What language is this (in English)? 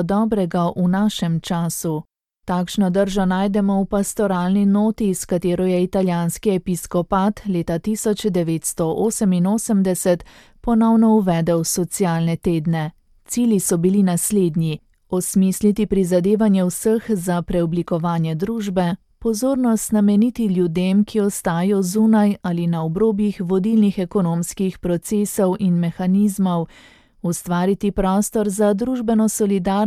Slovenian